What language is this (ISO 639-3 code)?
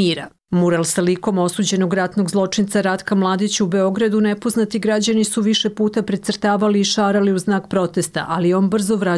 hrv